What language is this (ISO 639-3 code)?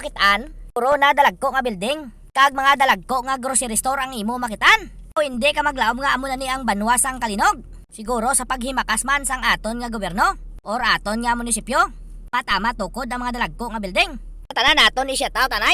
hil